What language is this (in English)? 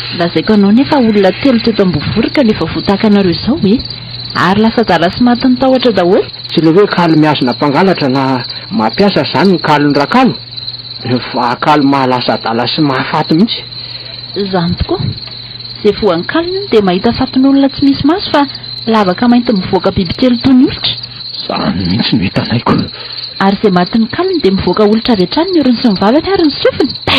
Malagasy